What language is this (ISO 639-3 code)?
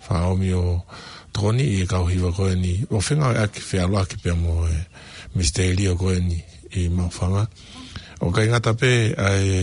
ton